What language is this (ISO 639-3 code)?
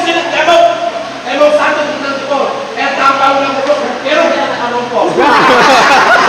bew